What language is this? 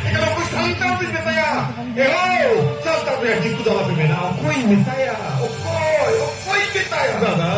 Santali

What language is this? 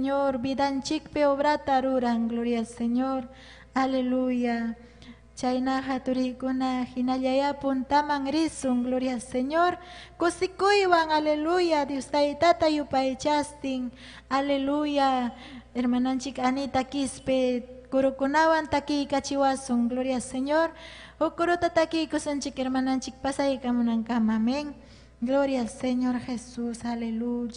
Ayacucho Quechua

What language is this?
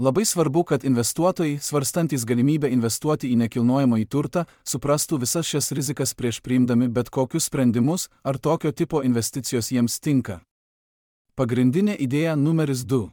Lithuanian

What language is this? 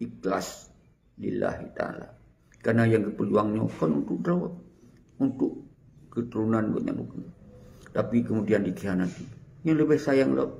Achinese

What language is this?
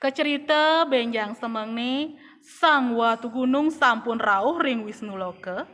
Balinese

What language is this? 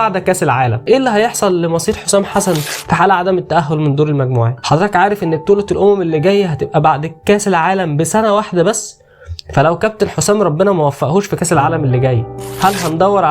Egyptian Arabic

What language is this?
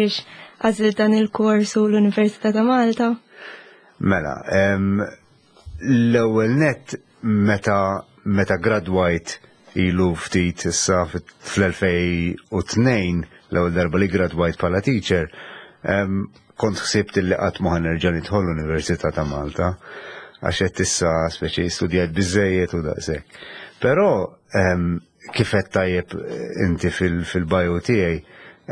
Maltese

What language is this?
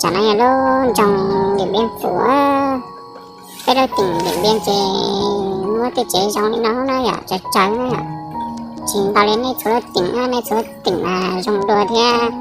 Hmong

